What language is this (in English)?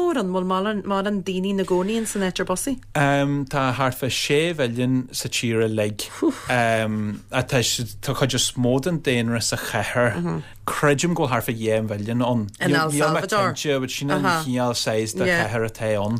Irish